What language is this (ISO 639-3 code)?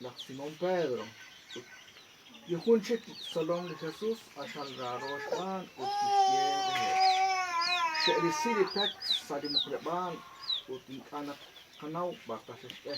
kek